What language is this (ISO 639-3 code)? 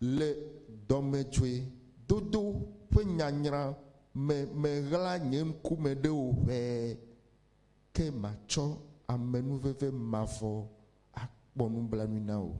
ewe